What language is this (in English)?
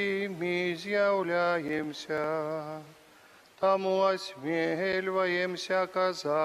Belarusian